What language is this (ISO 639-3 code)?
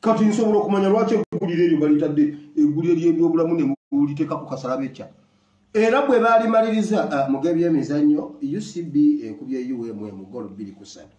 lug